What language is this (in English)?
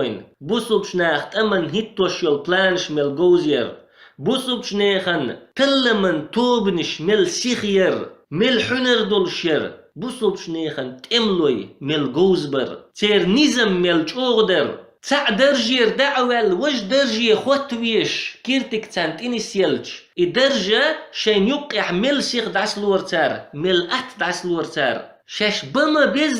Chechen